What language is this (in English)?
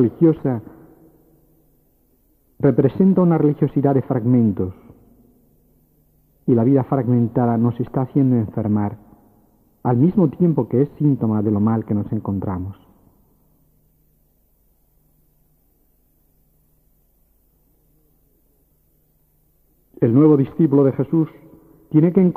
Spanish